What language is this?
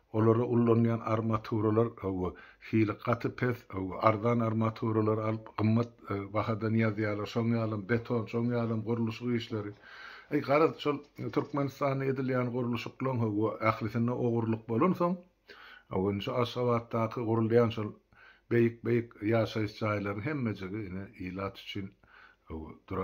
Turkmen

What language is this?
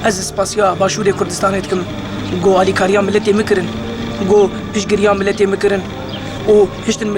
Kurdish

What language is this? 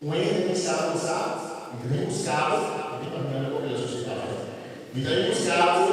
Papiamento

